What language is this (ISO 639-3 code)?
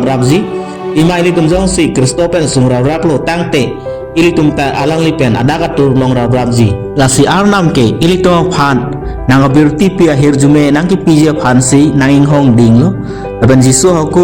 mjw